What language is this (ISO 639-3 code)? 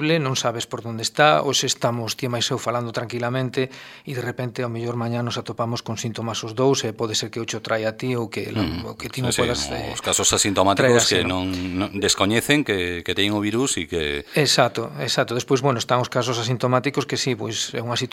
glg